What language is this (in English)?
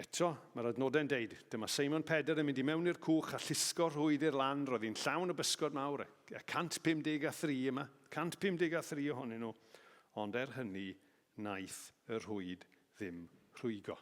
Welsh